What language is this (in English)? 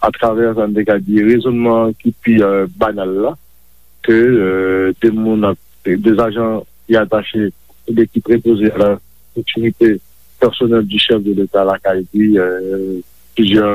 Haitian Creole